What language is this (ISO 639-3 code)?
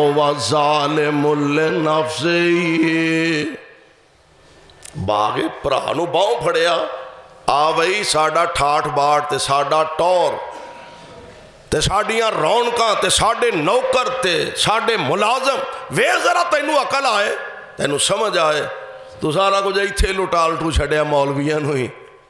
lah